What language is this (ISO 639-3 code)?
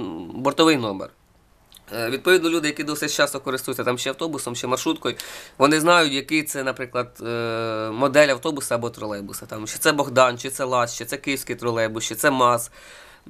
ukr